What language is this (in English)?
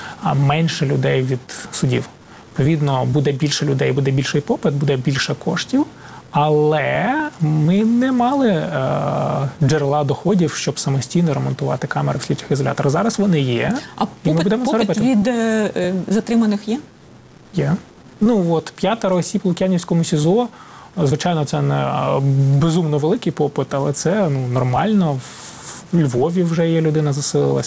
Ukrainian